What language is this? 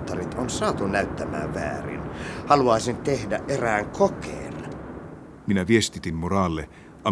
Finnish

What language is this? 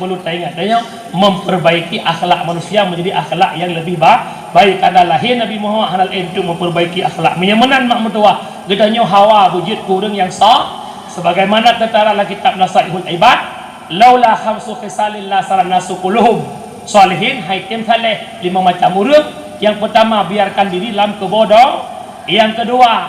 Achinese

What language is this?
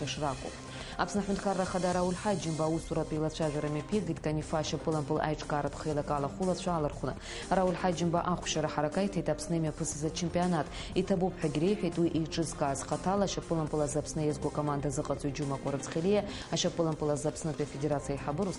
Abkhazian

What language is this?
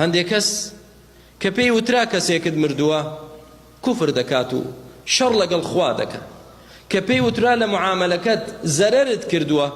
Central Kurdish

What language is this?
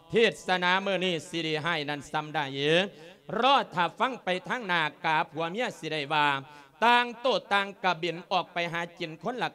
Lao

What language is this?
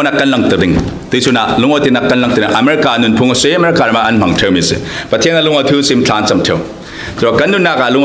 Falam Chin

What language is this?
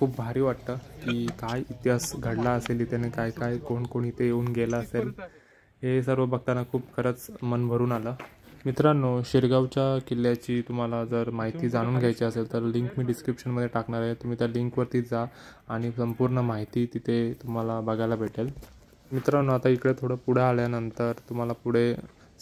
Marathi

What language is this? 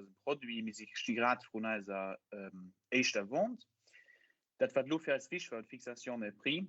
Luxembourgish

